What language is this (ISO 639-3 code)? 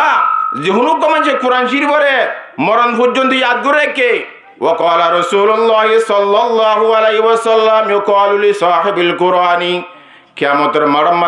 rhg